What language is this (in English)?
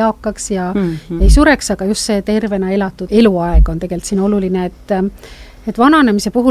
Estonian